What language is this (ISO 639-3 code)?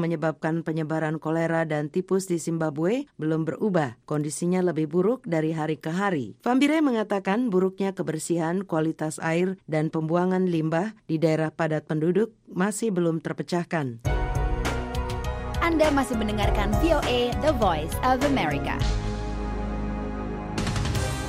ind